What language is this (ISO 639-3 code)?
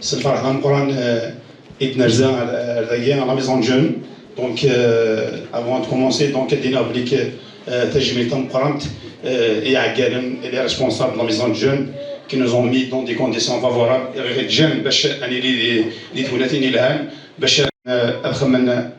kab